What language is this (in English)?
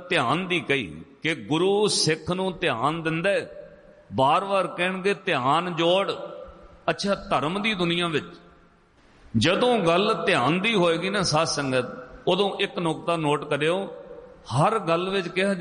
Punjabi